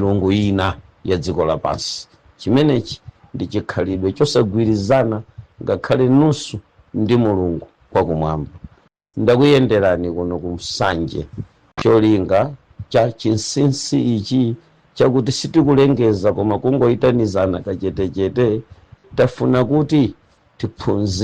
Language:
Nyanja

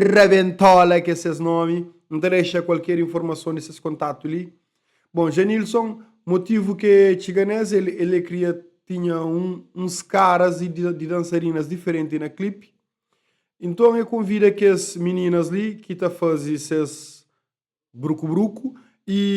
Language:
Kabuverdianu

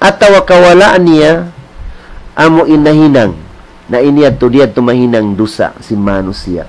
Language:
Tausug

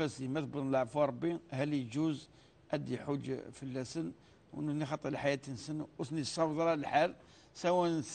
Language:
Kabyle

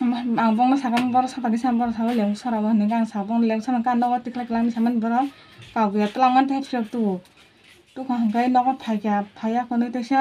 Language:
Kok Borok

